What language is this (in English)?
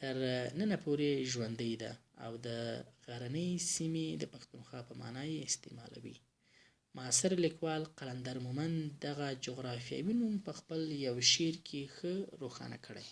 Pashto